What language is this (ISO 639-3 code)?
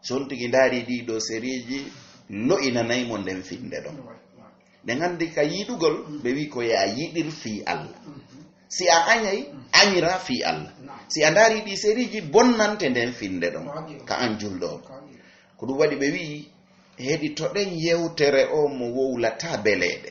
ful